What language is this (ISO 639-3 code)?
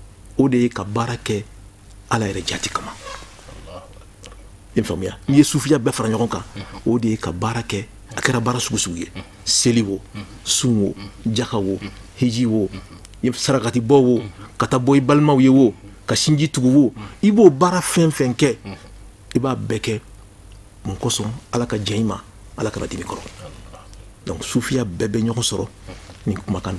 bam